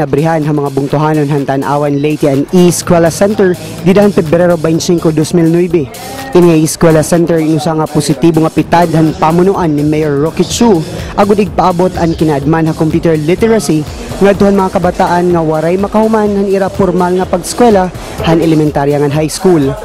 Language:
Waray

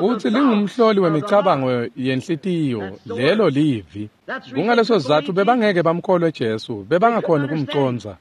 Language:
Swati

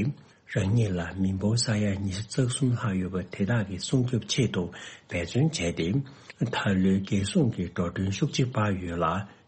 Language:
Tibetan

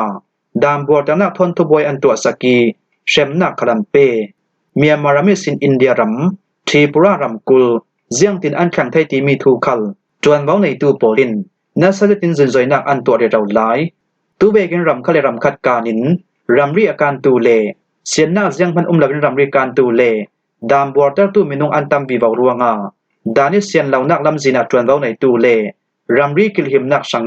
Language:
Falam Chin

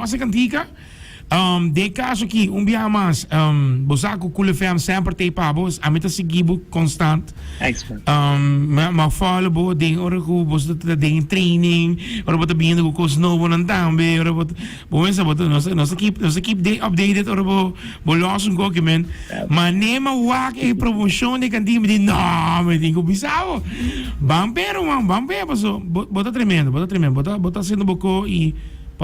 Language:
Papiamento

